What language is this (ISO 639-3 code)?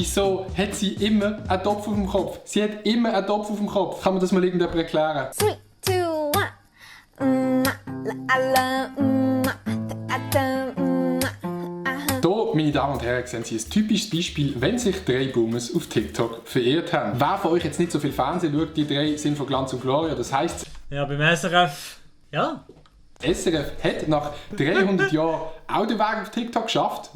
gsw